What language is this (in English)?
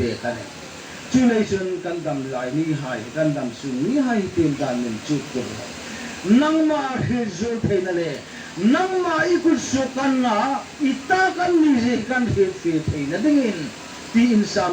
Hmar